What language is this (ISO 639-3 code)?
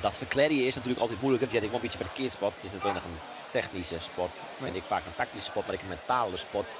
fry